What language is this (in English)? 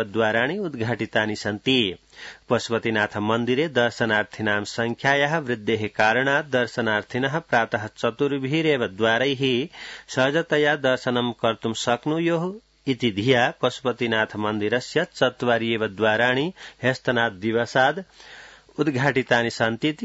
Sanskrit